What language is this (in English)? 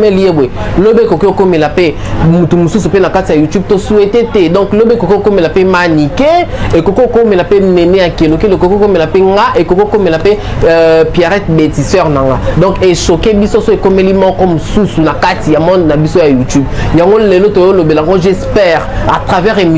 Lingala